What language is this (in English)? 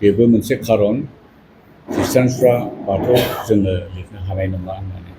Bodo